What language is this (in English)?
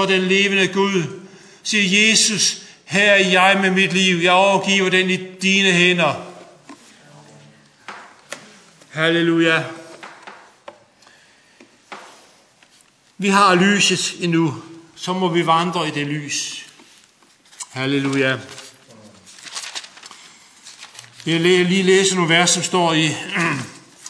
Danish